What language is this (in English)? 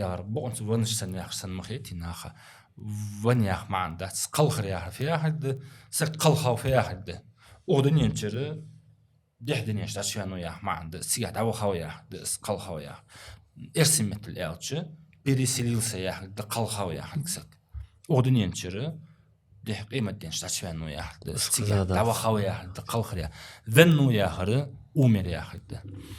Ingush